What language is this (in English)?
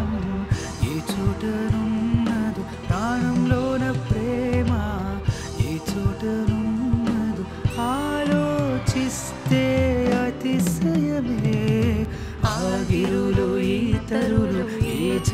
Telugu